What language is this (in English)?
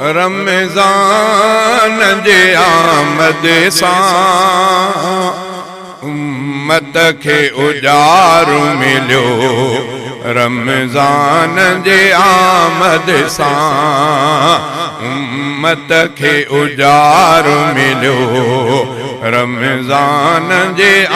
Sindhi